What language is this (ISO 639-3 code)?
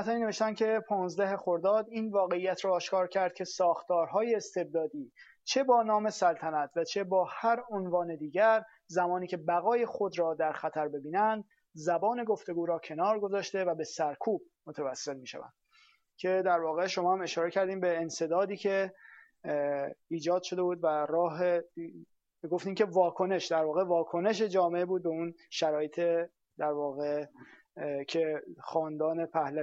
fas